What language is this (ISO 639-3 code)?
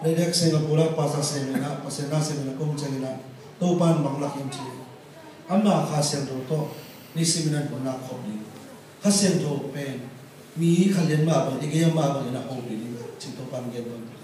ctd